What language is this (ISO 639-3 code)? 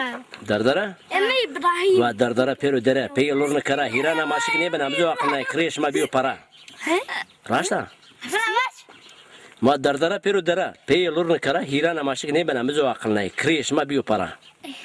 zza